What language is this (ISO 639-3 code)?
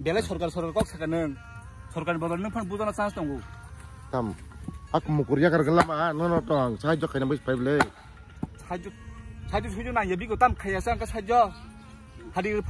trp